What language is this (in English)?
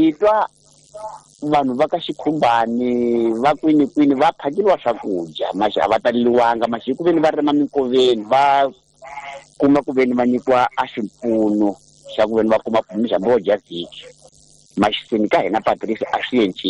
Tsonga